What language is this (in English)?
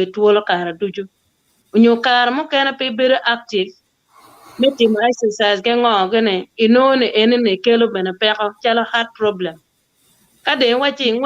Acoli